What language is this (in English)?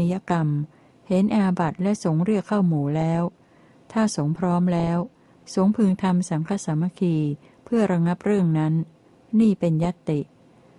Thai